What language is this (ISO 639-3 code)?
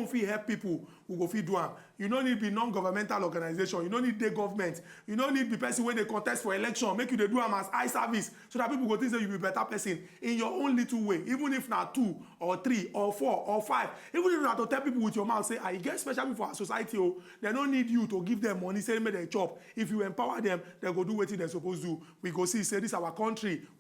pcm